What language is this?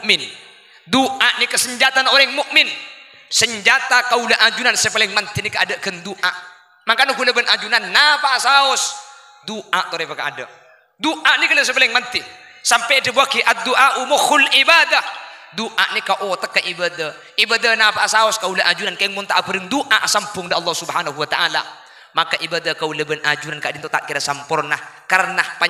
Madurese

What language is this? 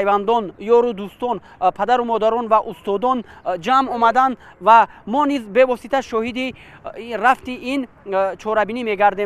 Tajik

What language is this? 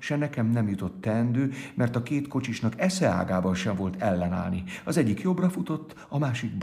Hungarian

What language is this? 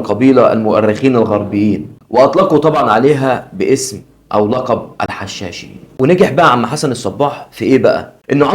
Egyptian Arabic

